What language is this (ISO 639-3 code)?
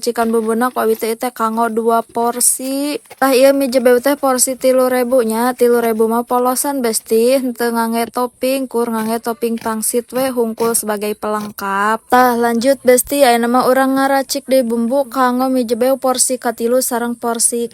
sun